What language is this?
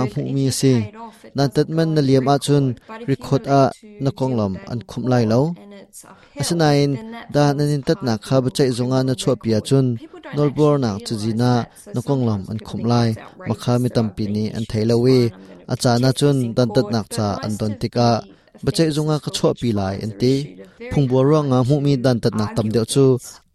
Hakha Chin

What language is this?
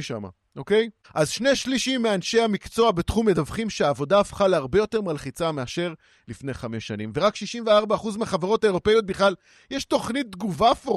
Hebrew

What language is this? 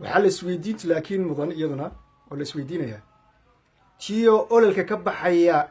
Somali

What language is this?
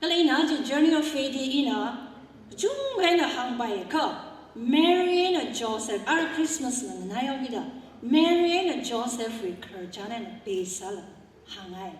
Tangkhul Naga (India)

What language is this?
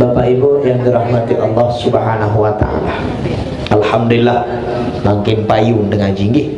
Sasak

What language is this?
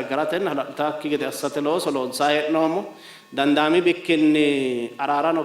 Sidamo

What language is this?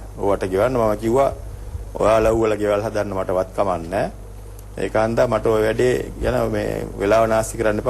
Sinhala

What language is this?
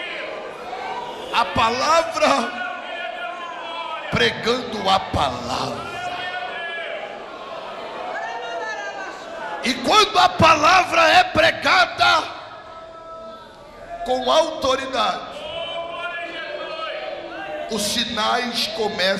Portuguese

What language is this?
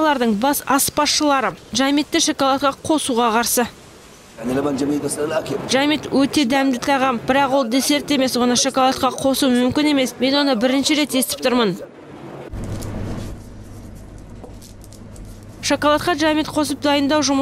Kazakh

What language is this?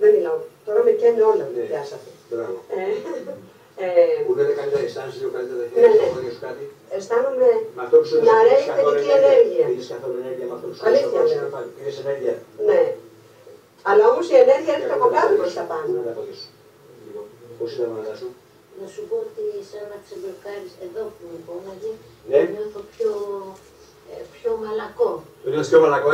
Greek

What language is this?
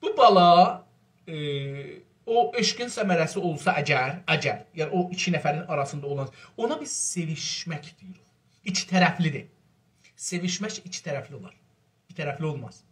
South Azerbaijani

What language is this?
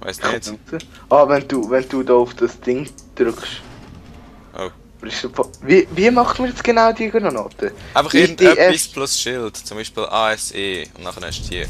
Swiss German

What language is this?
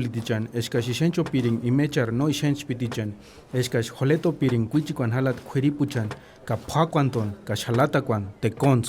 Purepecha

